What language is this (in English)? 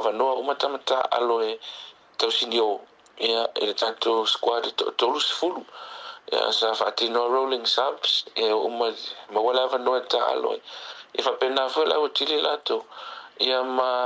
Samoan